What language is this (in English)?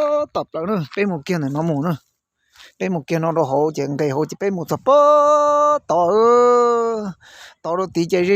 Hmong